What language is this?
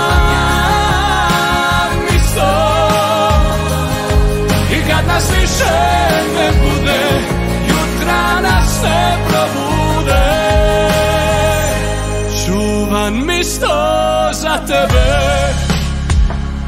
Croatian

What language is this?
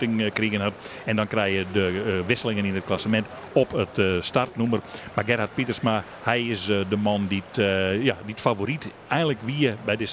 Western Frisian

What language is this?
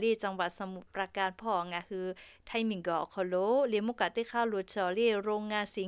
Lahu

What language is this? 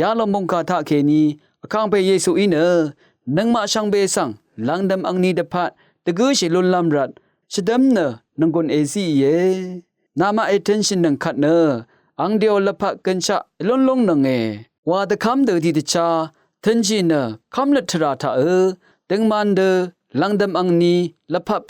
Rawang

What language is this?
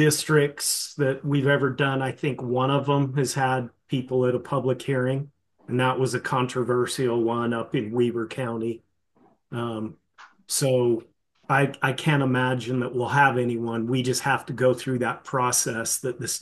English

